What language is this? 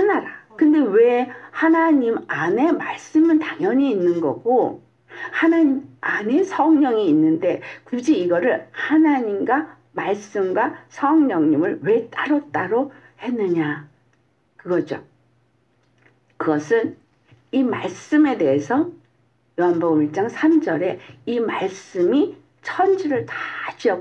Korean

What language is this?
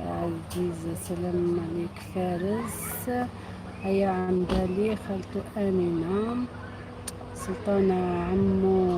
Algerian Arabic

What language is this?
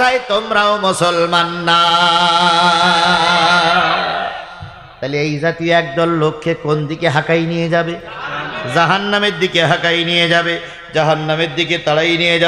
Bangla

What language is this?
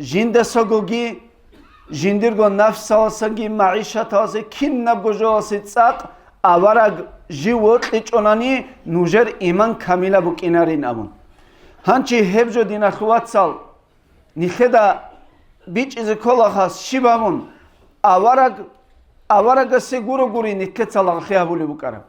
Avaric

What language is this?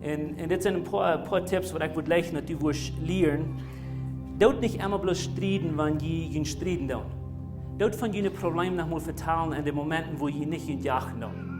Plautdietsch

